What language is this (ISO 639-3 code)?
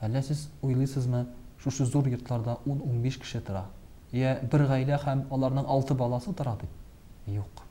tat